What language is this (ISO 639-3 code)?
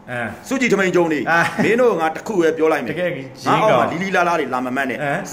mya